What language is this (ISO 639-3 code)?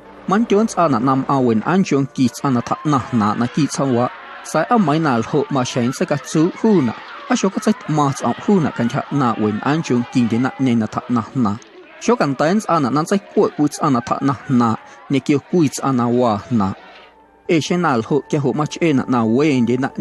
amu